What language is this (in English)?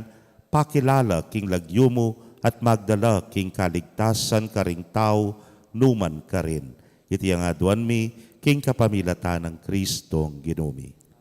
Pampanga